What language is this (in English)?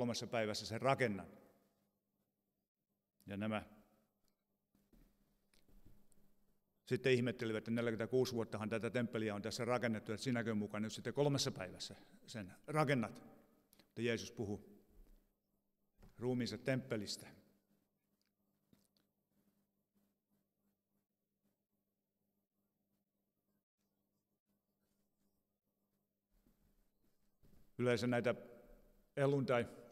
Finnish